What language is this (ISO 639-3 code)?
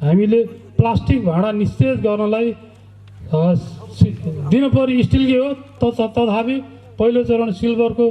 nep